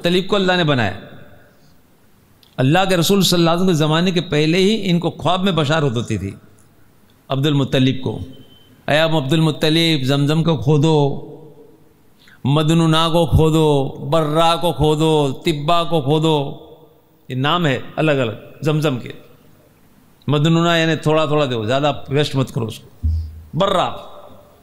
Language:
Urdu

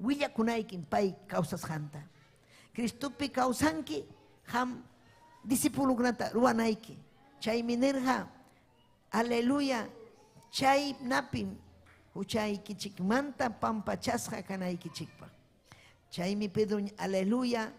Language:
Ayacucho Quechua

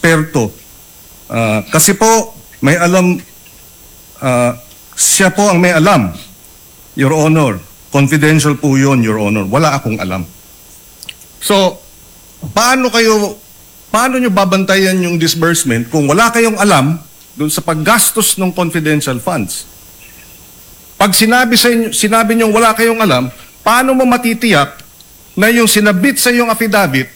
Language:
Filipino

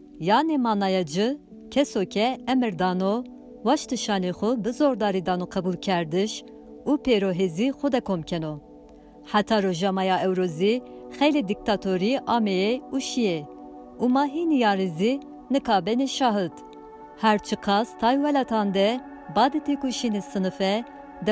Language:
Zaza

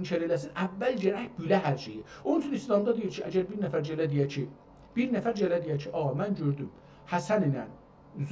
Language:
South Azerbaijani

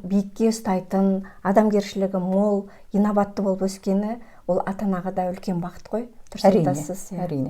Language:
Kazakh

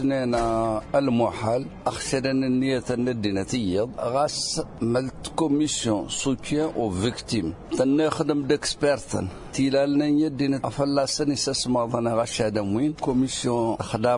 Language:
Tamasheq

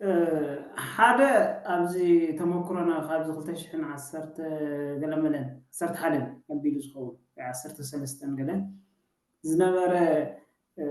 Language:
Tigrinya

